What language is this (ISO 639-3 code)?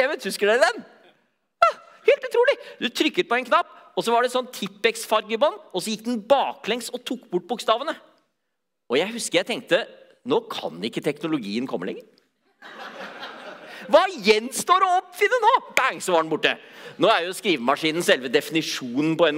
nor